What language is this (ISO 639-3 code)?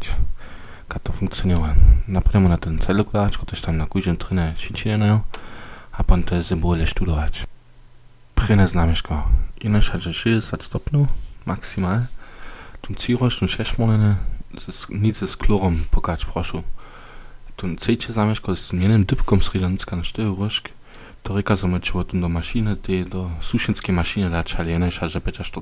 hsb